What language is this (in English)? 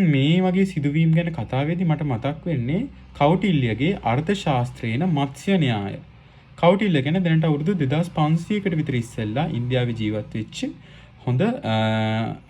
Sinhala